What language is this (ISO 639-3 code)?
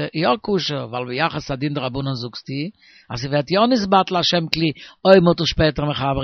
yid